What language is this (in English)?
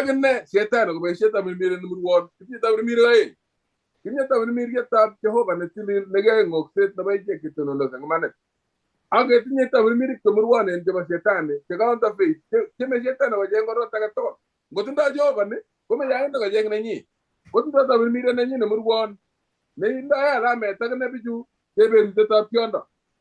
Kalenjin